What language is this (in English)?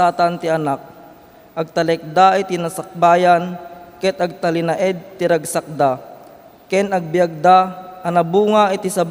Iloko